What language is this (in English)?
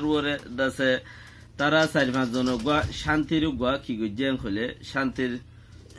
Rohingya